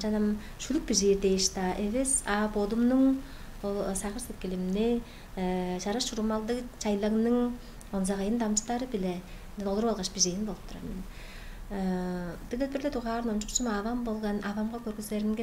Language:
Tuvinian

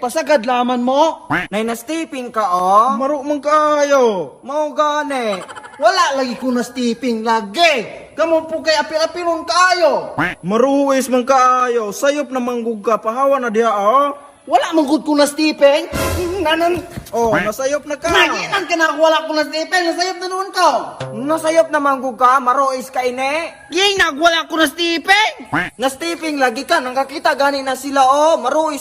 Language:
Cebuano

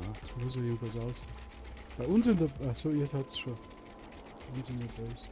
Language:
Bavarian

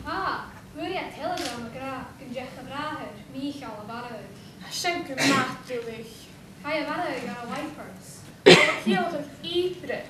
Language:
Scottish Gaelic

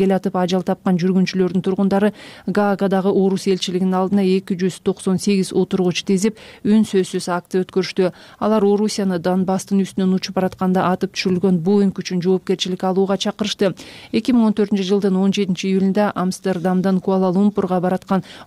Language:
Kyrgyz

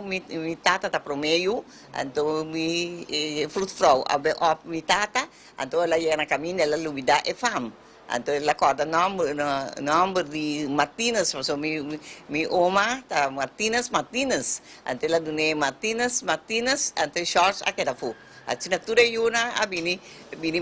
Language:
Papiamento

